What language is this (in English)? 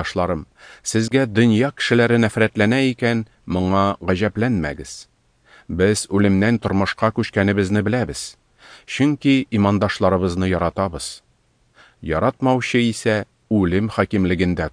Tatar